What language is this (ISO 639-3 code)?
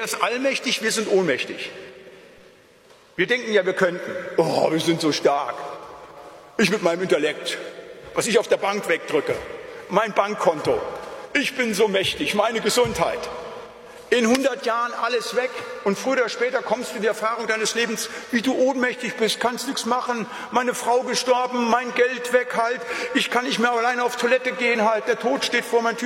deu